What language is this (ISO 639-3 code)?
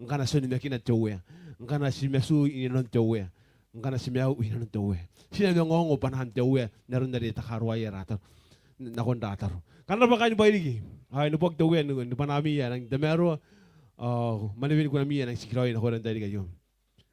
gil